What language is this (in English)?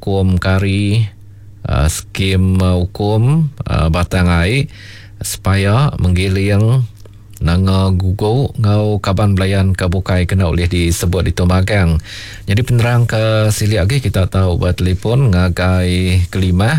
Iban